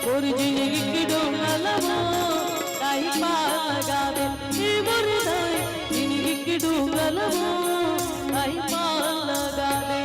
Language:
Chhattisgarhi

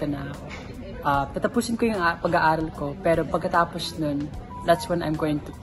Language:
Filipino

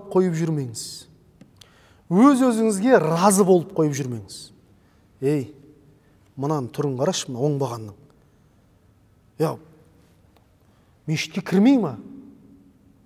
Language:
Kazakh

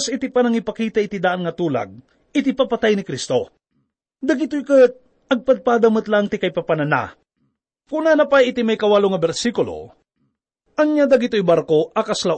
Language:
Iloko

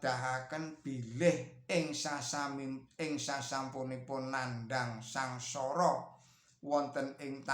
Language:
Javanese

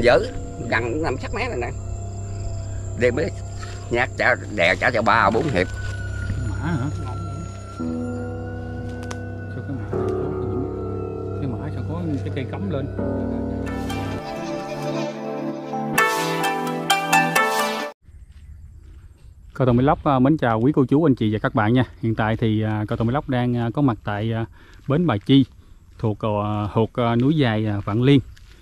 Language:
Vietnamese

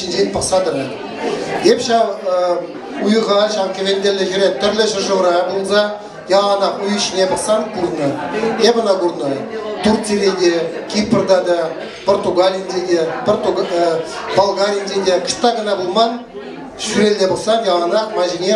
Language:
Chuvash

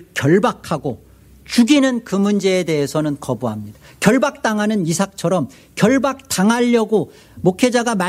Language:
Korean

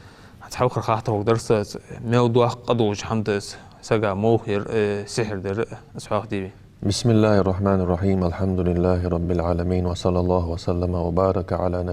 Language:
Ingush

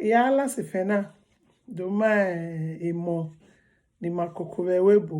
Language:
Bini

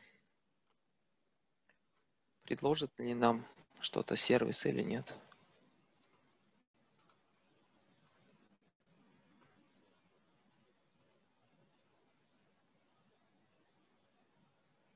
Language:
Russian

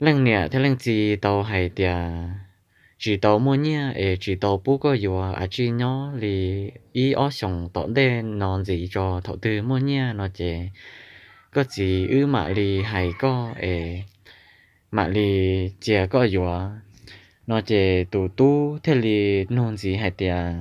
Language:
Hmong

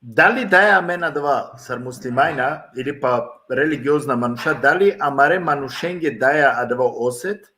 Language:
Balkan Romani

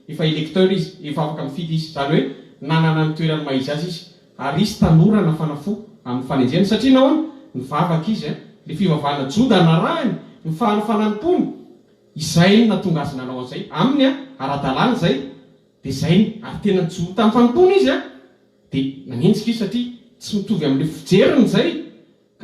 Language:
Malagasy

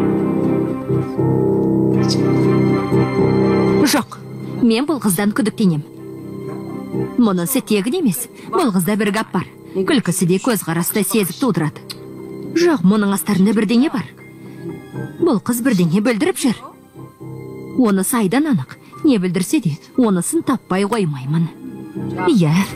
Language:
Kazakh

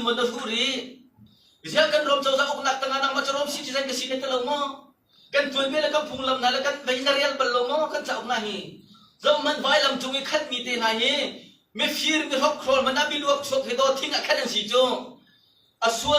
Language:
Hakha Chin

